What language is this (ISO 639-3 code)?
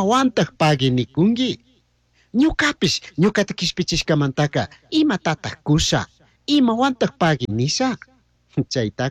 qug